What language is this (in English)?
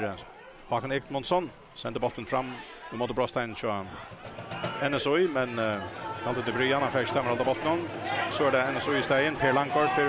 Faroese